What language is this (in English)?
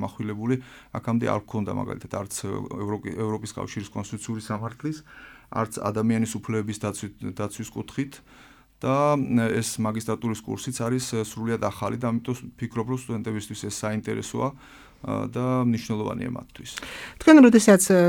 Georgian